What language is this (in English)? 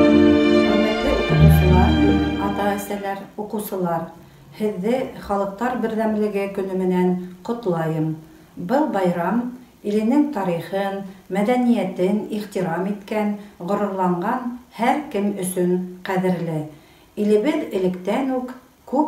Bashkir